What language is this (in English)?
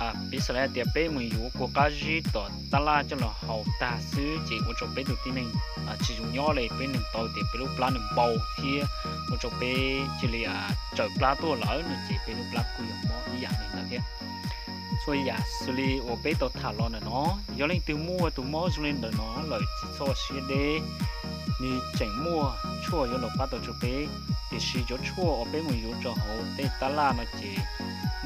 Hmong